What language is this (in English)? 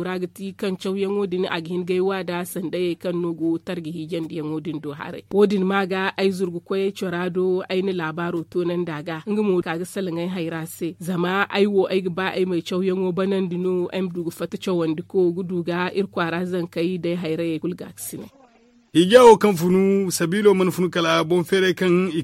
Zarma